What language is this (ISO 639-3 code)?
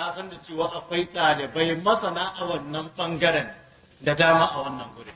hau